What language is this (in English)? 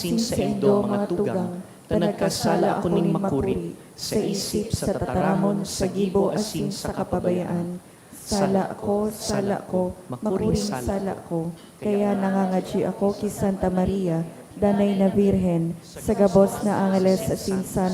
Bikol